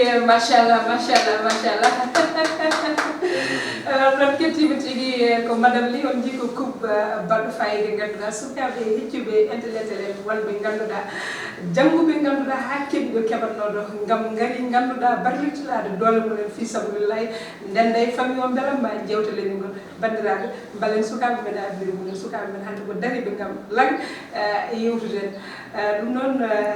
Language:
Fula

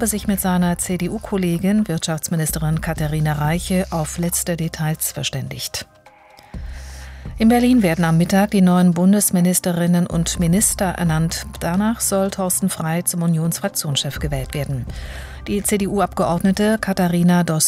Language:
German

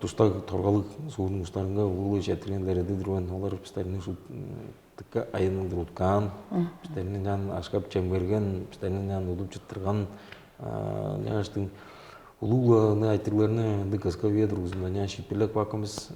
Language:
Tuvinian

